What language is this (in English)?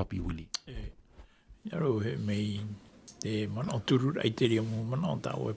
Tahitian